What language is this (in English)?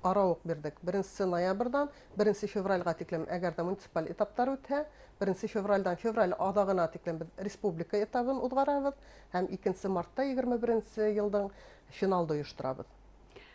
Bashkir